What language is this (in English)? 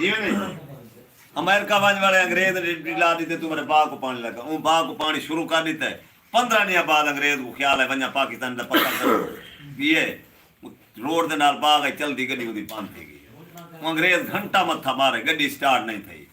Saraiki